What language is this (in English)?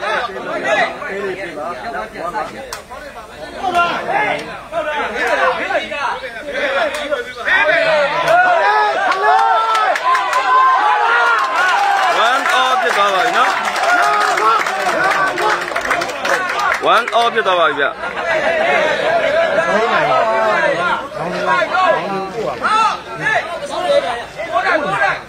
Burmese